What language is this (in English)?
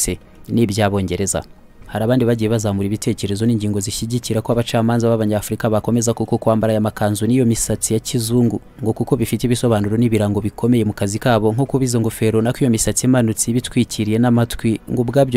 Kinyarwanda